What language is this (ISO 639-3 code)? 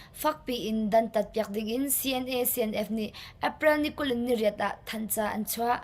cnh